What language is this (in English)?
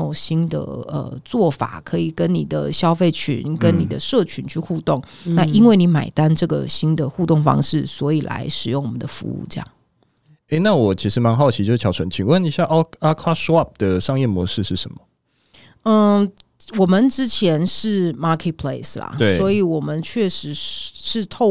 Chinese